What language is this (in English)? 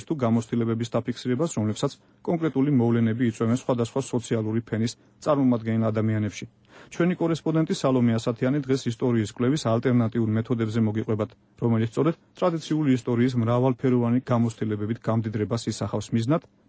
Georgian